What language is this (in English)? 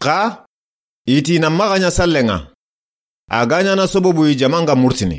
Soninke